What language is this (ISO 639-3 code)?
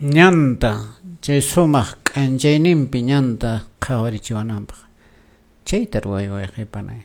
que